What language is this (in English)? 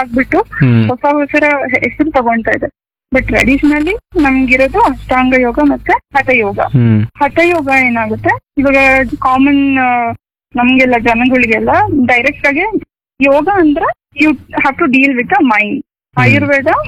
Kannada